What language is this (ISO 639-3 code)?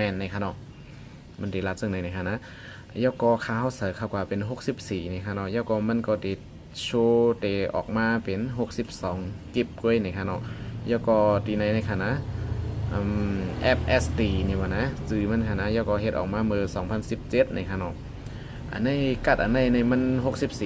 shn